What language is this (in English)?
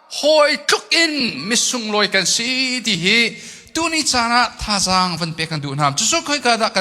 Hakha Chin